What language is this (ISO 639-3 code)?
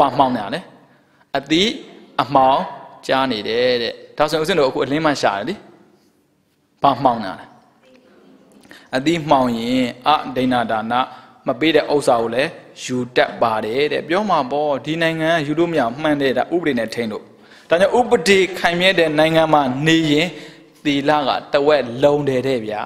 mya